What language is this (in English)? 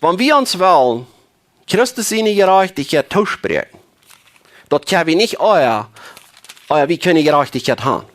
Plautdietsch